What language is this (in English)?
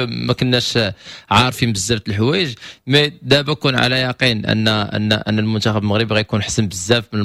Moroccan Arabic